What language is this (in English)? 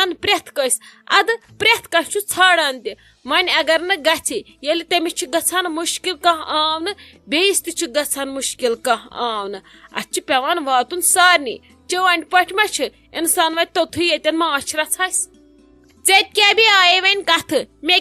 Kashmiri